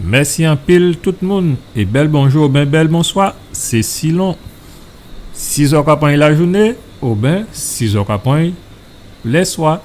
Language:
Guadeloupean Creole French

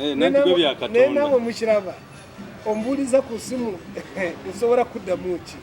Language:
Ganda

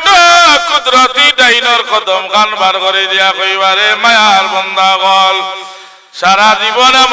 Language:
Sylheti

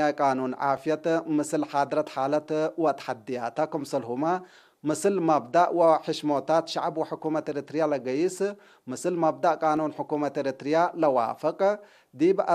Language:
Tigre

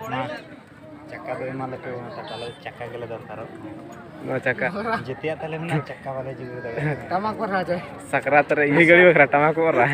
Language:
Santali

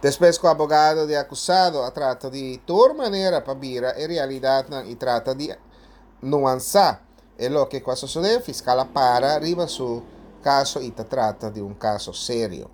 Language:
Papiamento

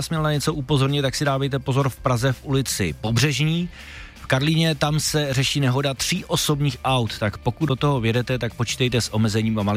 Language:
Czech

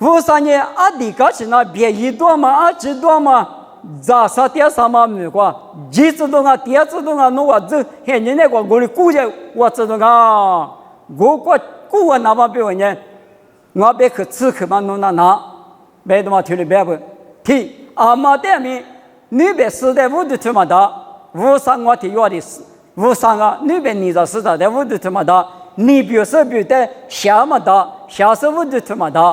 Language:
Lisu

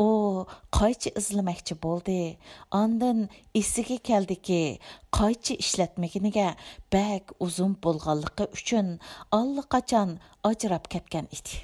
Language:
Uyghur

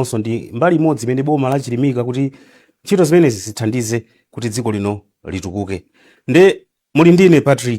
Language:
Nyanja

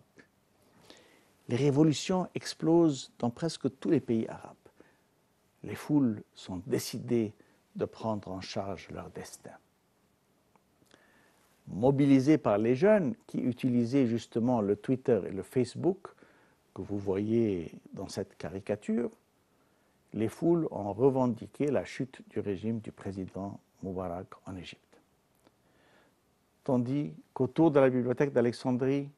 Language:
French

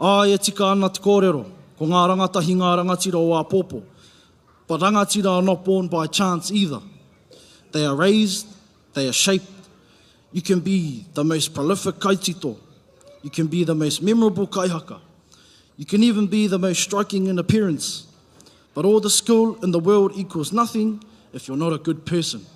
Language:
Māori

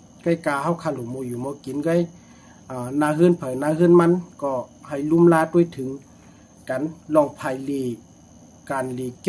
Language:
Shan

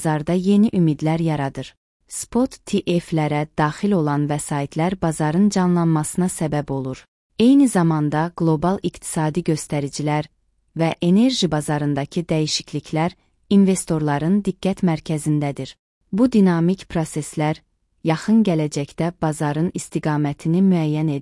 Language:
Azerbaijani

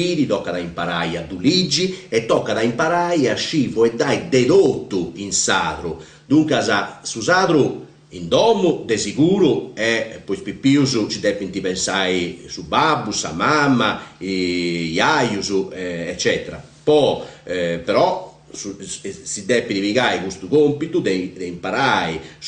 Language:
Sardinian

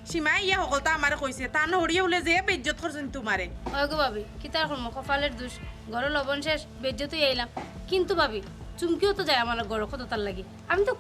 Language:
Sylheti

